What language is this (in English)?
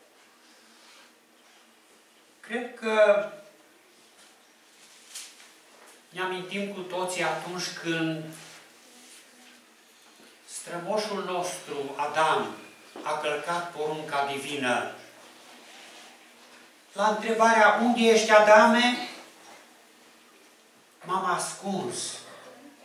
Romanian